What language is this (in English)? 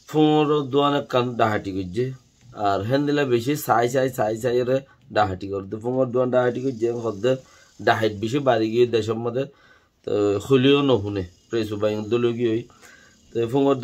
Rohingya